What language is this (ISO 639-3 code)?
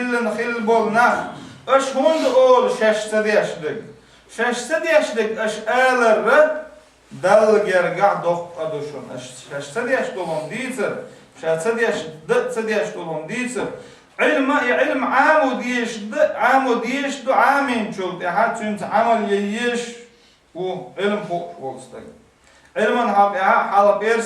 che